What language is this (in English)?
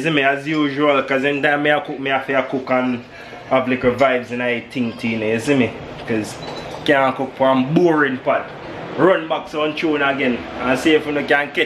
Jamaican Creole English